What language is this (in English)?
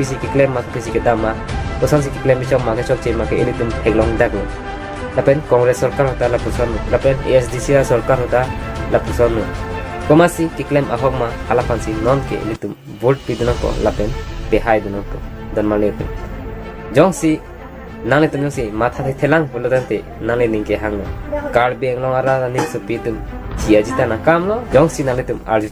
Karbi